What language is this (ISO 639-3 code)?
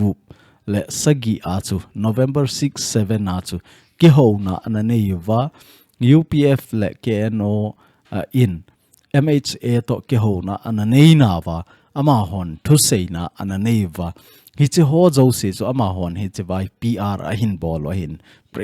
tcz